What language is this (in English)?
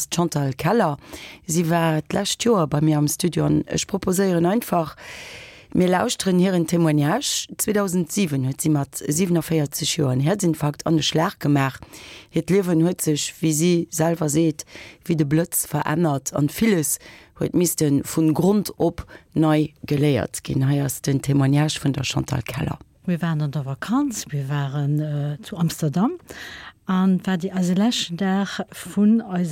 Luxembourgish